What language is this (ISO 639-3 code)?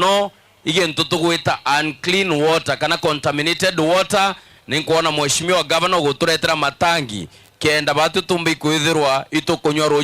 mer